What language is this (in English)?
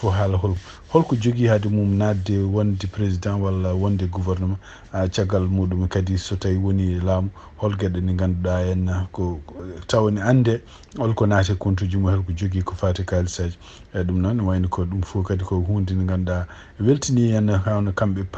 Fula